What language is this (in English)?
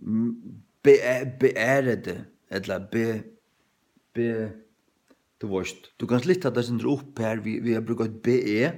Faroese